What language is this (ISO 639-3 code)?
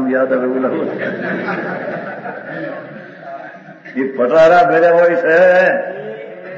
guj